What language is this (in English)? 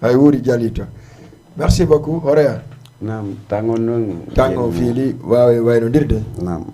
Fula